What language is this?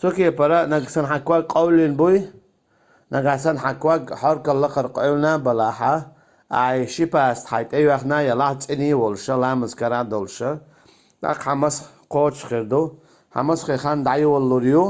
Chechen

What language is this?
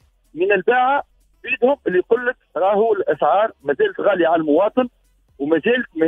Tunisian Arabic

